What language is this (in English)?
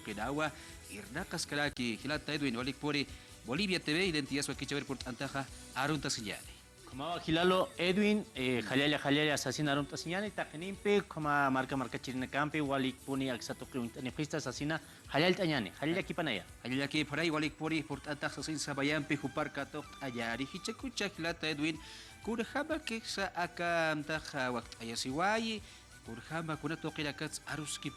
Aymara